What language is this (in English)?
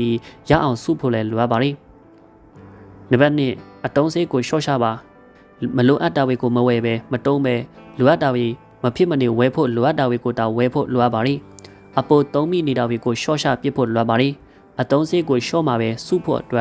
Burmese